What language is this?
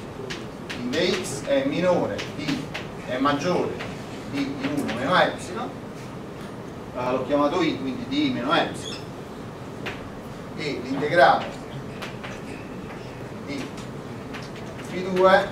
Italian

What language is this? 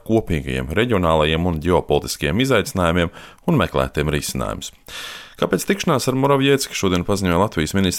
Latvian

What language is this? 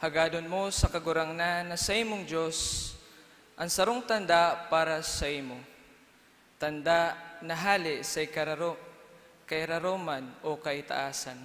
Bikol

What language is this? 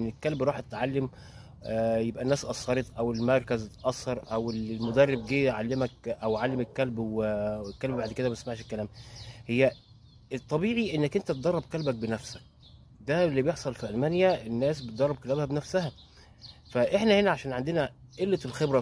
Egyptian Arabic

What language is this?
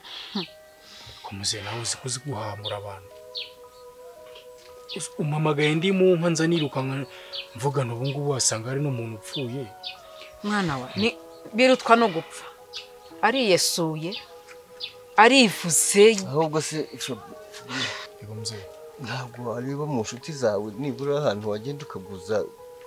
Kinyarwanda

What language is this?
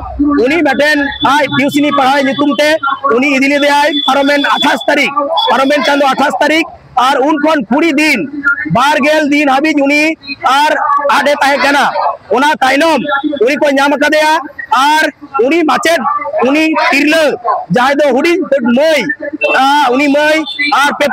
Santali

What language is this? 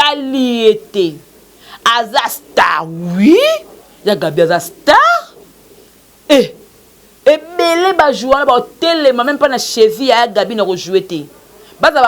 Lingala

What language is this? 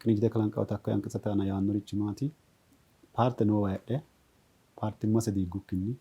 Sidamo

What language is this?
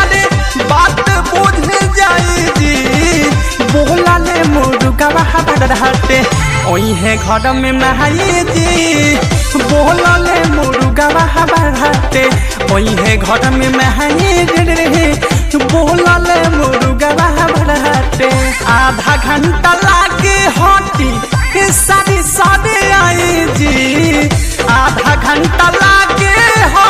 Bhojpuri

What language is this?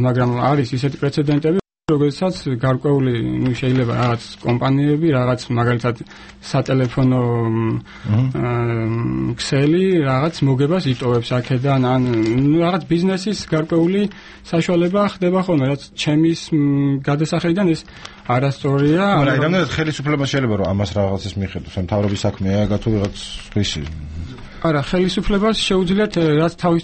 Georgian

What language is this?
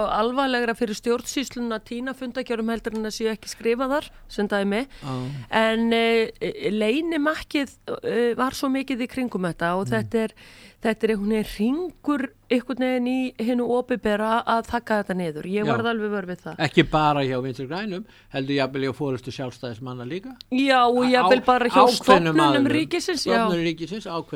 Icelandic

